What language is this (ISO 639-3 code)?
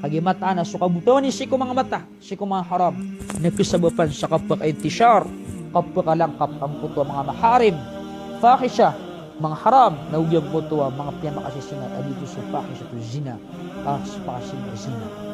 mrw